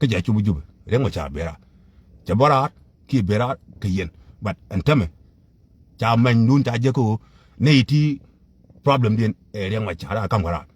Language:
Nuer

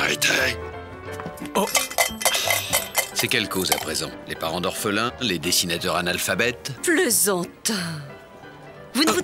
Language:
French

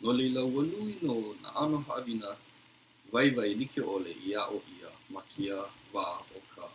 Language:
Hawaiian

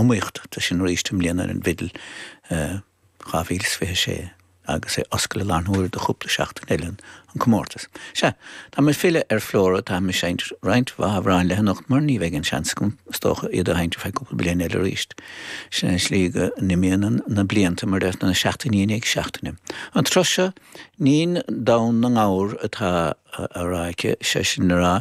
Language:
Irish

